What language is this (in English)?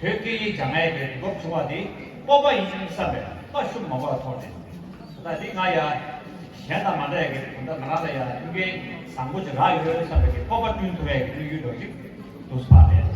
Tibetan